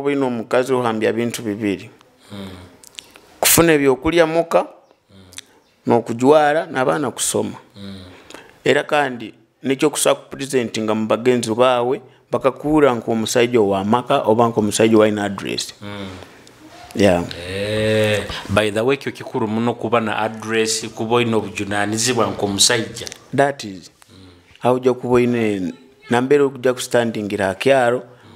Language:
Nyoro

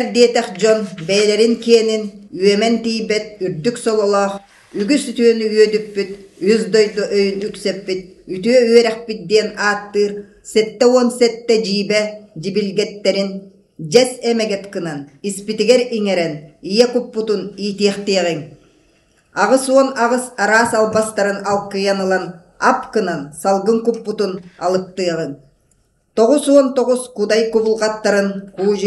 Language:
Yakut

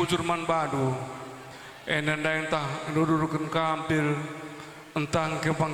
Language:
Batak Karo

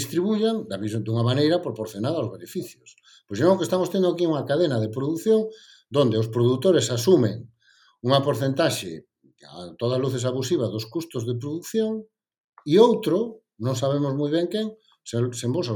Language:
Galician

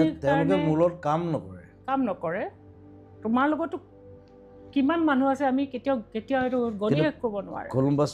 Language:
Assamese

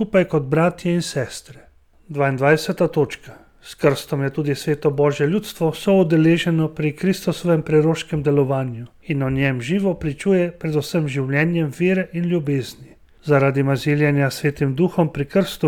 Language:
Slovenian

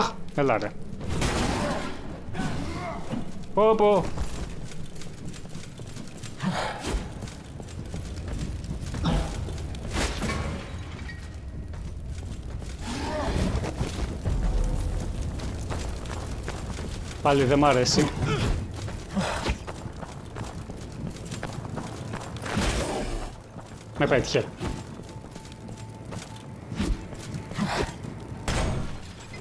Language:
Greek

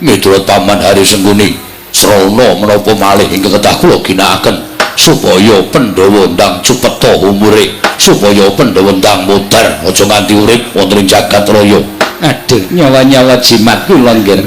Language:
Javanese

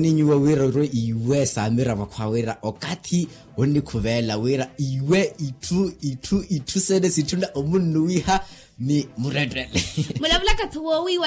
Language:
Makhuwa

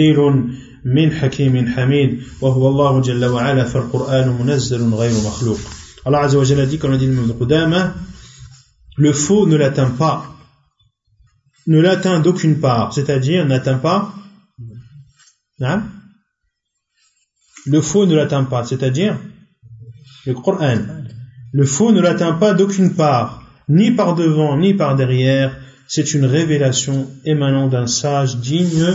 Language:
French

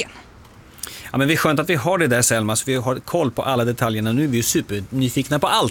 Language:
Swedish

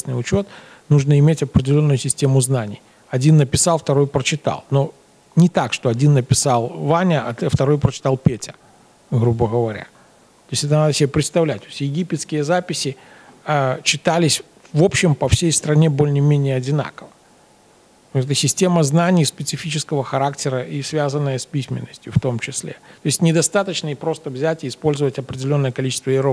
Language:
Russian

